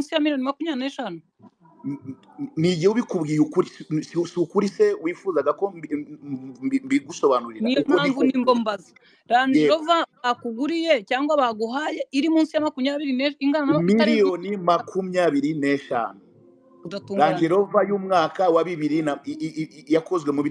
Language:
Kinyarwanda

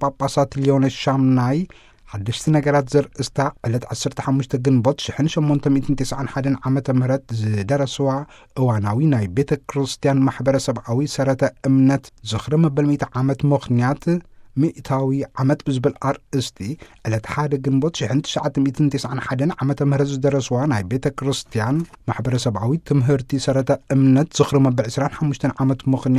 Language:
Tigrinya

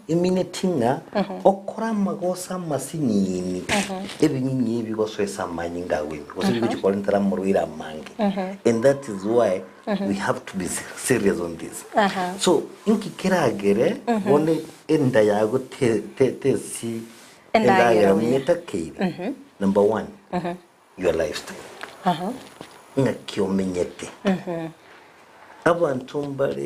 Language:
Gusii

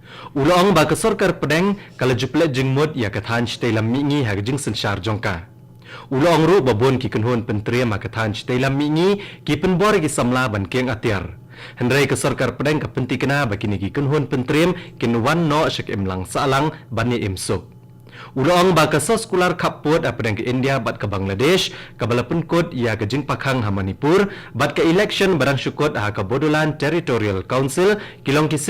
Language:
Khasi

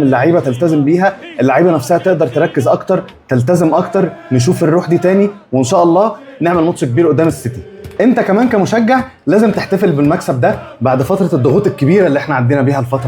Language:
Egyptian Arabic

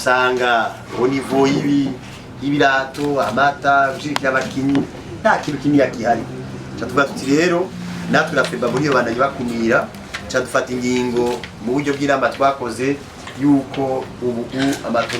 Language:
Rundi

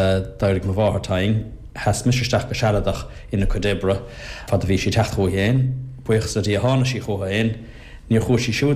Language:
Irish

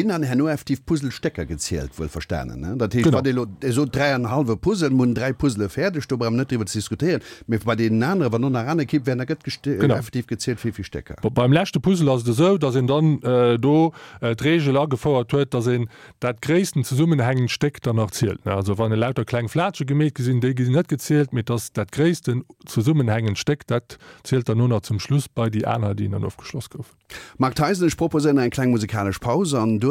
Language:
Luxembourgish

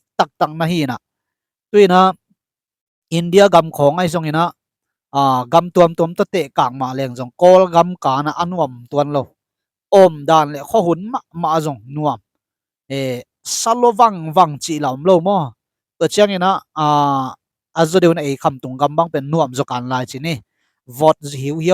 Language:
Tedim Chin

